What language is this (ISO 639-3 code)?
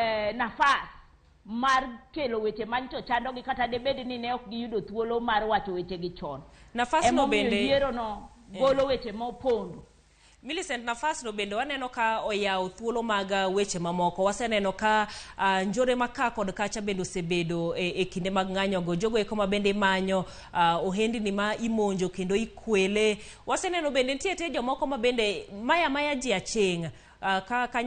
luo